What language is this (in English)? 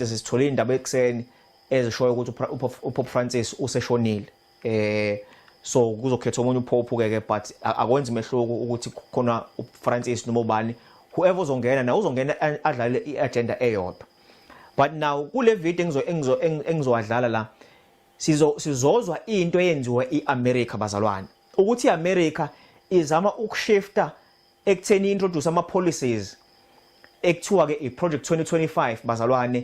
Zulu